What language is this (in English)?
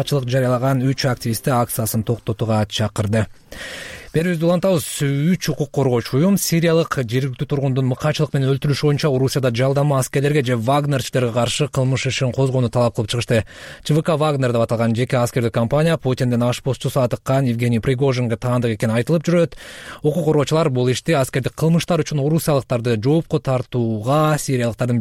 Kyrgyz